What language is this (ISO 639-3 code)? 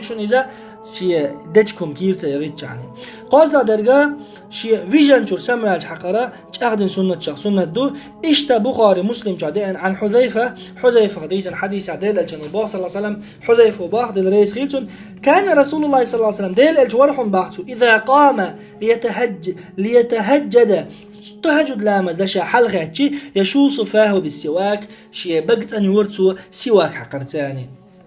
che